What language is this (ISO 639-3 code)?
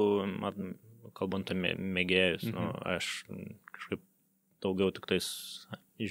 lit